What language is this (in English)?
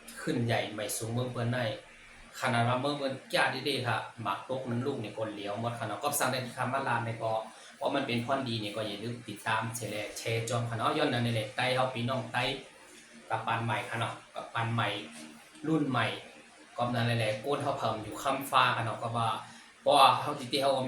Shan